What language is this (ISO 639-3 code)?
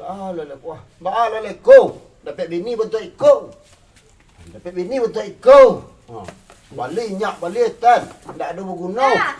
min